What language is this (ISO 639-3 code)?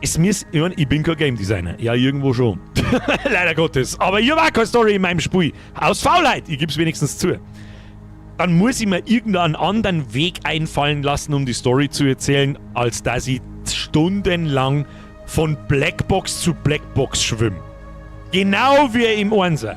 bar